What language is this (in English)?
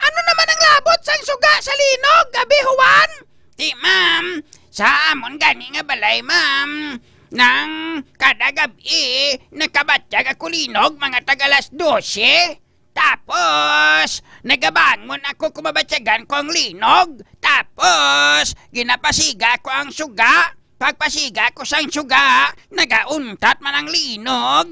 Hiligaynon